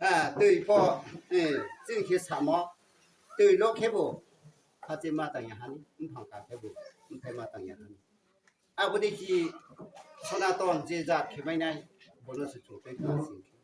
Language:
Riang (India)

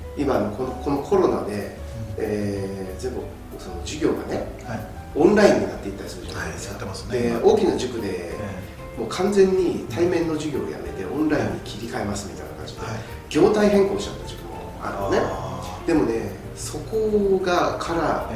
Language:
Japanese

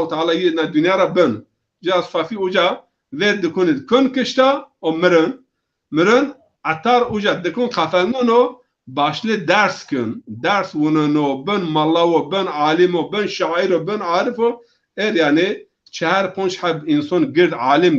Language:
Zaza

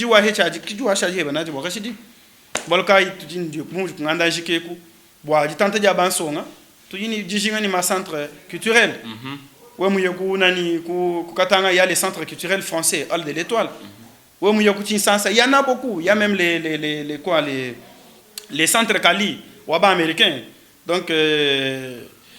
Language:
Luba-Lulua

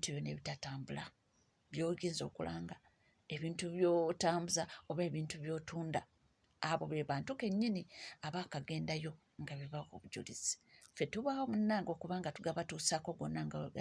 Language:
Ganda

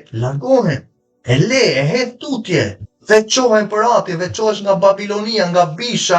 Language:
Albanian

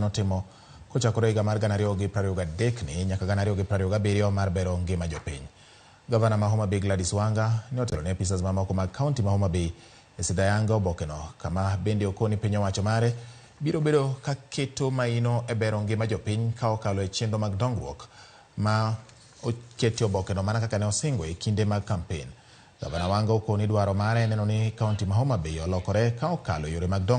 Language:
Luo (Kenya and Tanzania)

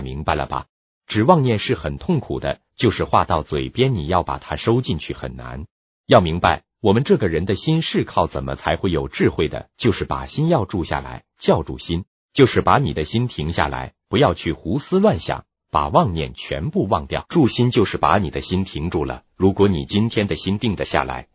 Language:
Chinese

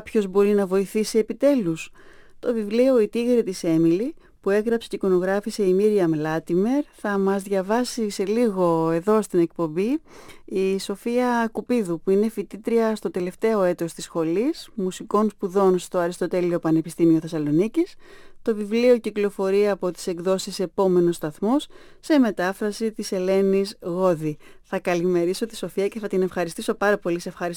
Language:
Greek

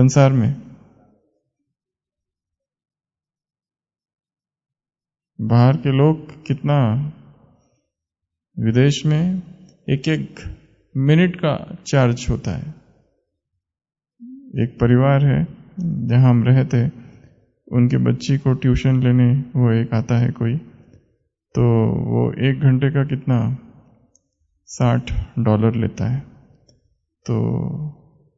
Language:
Hindi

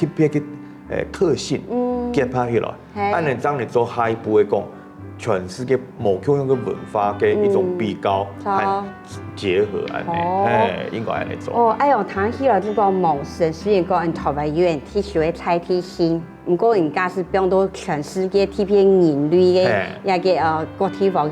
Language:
Hakka Chinese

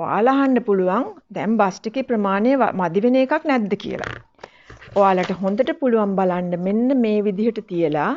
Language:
Sinhala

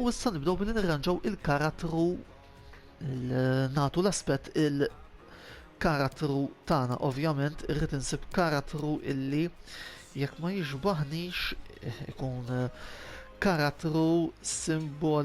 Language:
Maltese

